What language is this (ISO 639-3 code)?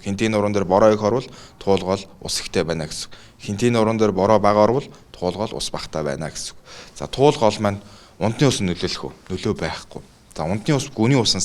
mon